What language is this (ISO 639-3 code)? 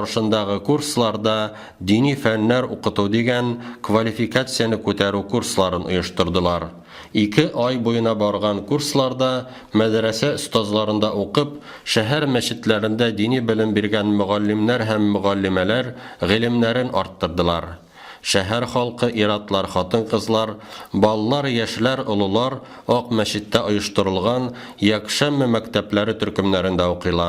tat